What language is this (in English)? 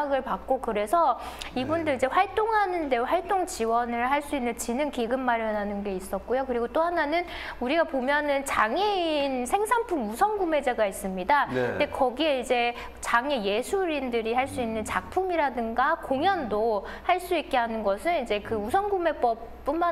Korean